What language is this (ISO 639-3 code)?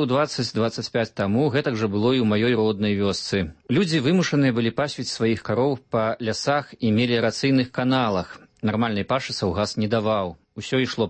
bel